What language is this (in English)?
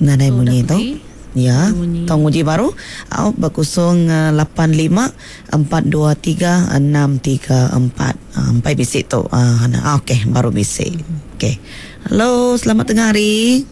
Iban